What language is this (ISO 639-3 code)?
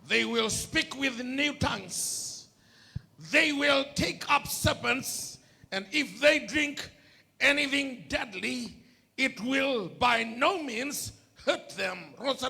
fij